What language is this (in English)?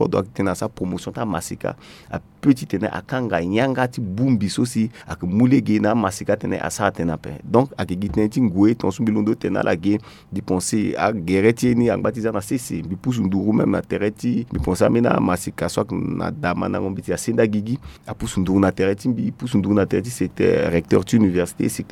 Sango